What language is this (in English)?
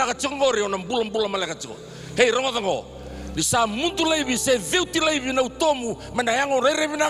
Fijian